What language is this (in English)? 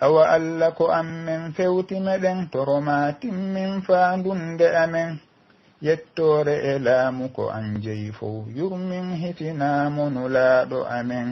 Pular